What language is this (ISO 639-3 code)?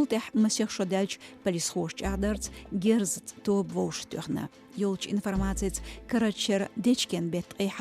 che